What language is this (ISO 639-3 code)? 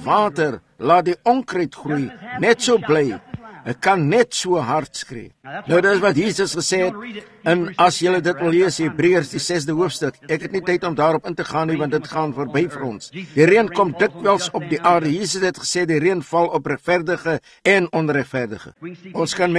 afr